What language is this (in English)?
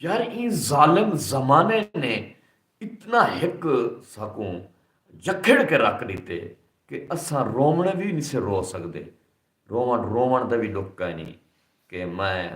Saraiki